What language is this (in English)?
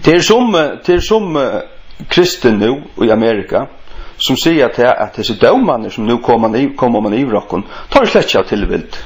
Faroese